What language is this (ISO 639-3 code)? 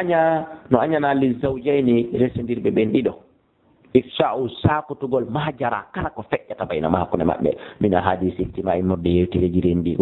ful